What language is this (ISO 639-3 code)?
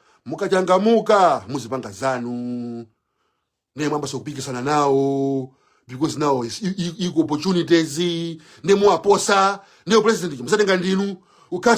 nya